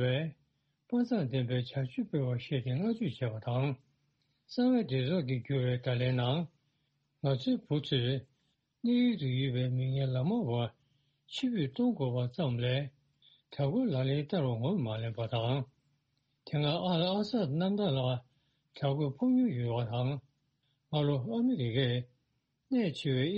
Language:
Tibetan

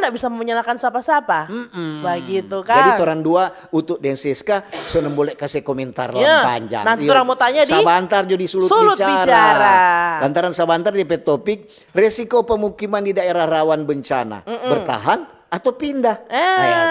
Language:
Manado Malay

